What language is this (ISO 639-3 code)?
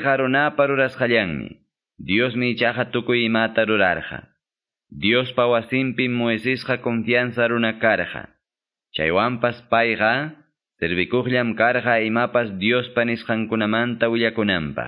que